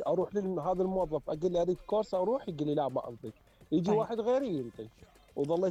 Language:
Mesopotamian Arabic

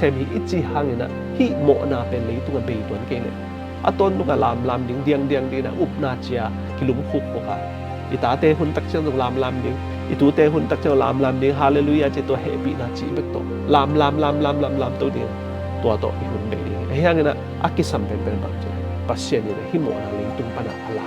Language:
Tedim Chin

